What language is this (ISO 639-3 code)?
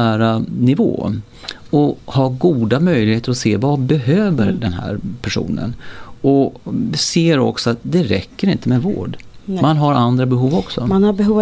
swe